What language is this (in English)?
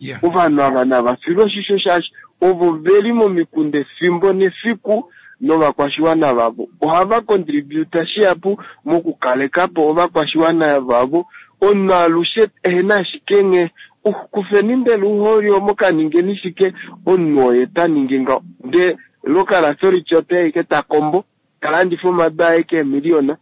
Kuanyama